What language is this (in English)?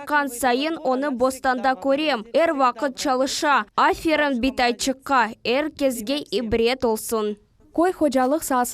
Crimean Tatar